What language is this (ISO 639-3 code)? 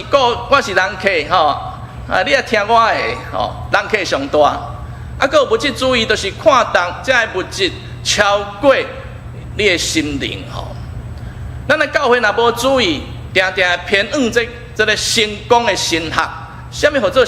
nan